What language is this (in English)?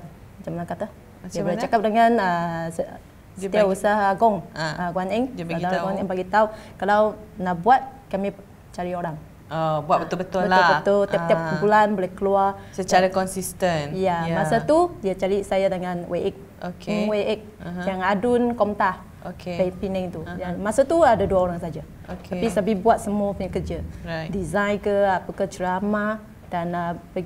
Malay